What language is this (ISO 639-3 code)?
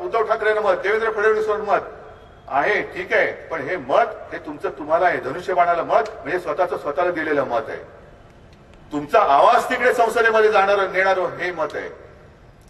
mar